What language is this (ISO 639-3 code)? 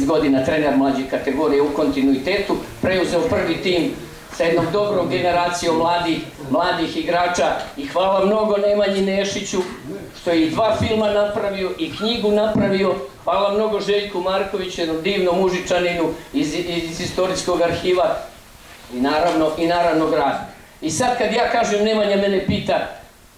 srp